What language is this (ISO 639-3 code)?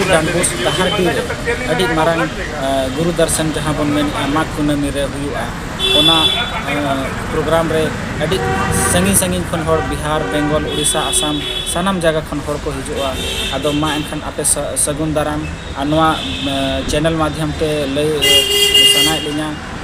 sat